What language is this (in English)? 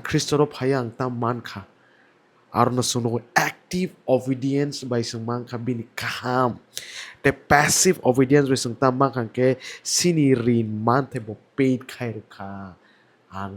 Kok Borok